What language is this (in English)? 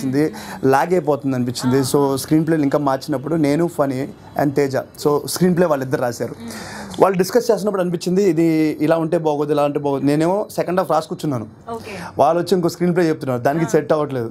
Telugu